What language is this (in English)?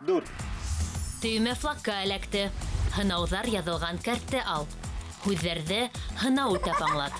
Bashkir